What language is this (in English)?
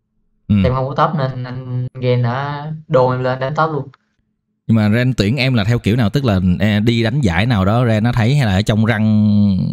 Vietnamese